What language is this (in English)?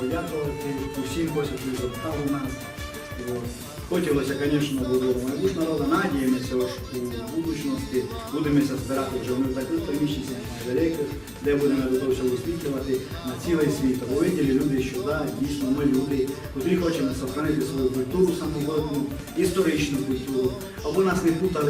Rusyn